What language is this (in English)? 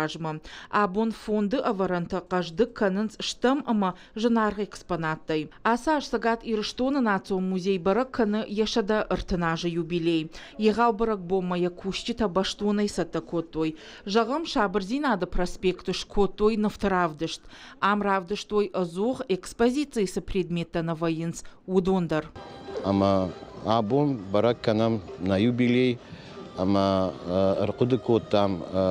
Ossetic